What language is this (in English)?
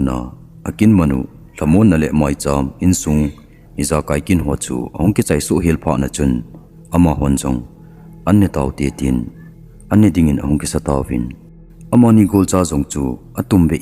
Thado Chin